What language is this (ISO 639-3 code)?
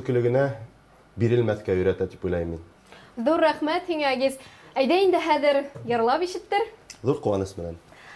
bak